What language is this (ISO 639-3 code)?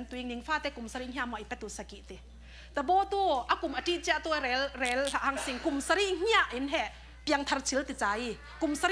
cfm